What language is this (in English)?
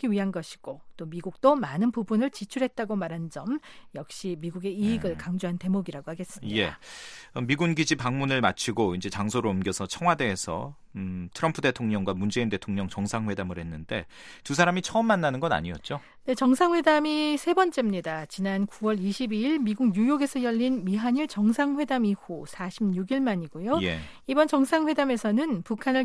Korean